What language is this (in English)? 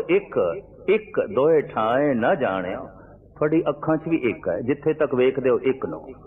Punjabi